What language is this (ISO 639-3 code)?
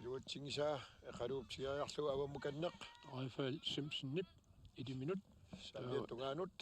kal